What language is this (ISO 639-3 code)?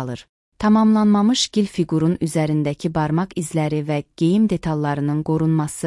aze